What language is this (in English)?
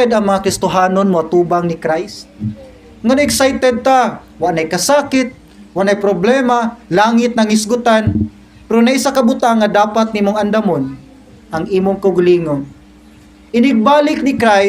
Cebuano